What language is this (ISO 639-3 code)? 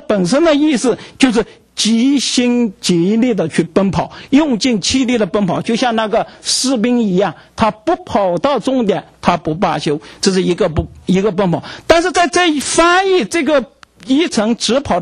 zho